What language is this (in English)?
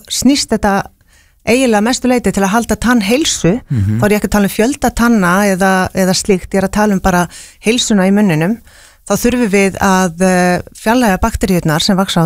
Icelandic